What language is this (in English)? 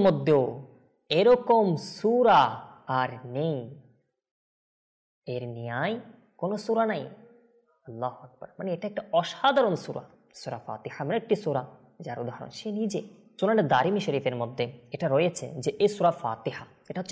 Bangla